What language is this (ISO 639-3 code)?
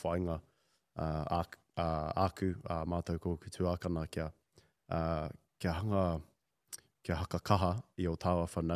mri